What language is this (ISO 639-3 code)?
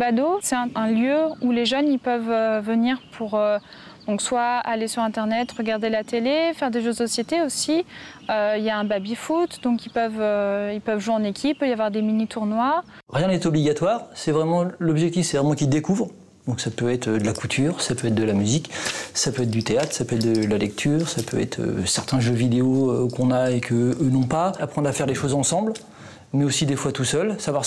fra